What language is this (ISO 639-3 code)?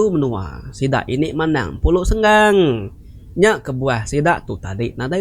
iba